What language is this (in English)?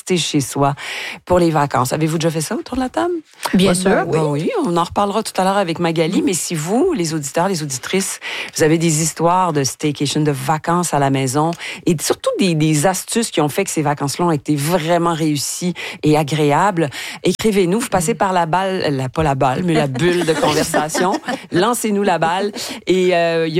French